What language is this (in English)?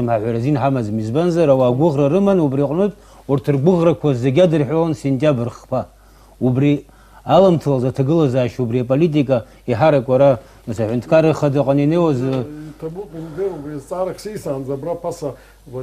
Abkhazian